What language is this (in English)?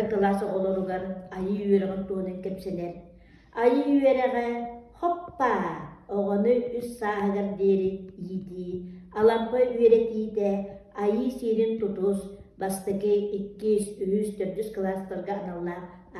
Yakut